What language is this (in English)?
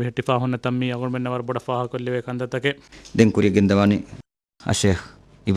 Divehi